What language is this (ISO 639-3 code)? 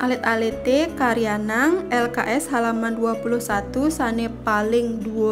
ban